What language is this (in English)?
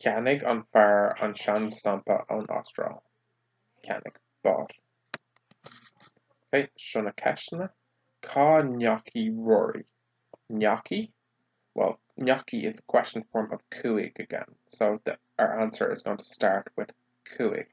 Irish